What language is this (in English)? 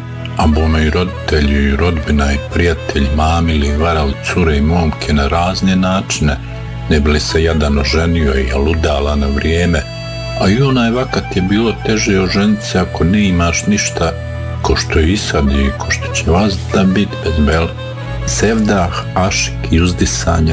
Bosnian